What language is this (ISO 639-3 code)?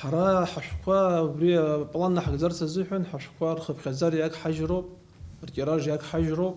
abk